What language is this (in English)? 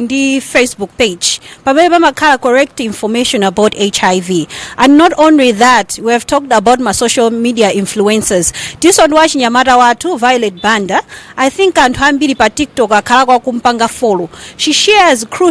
Nyanja